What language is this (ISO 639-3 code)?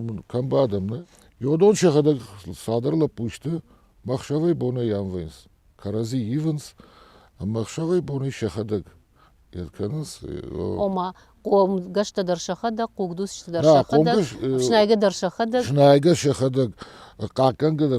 oss